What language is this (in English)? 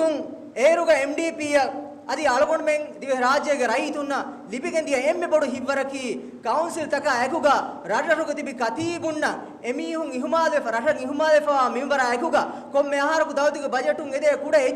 Divehi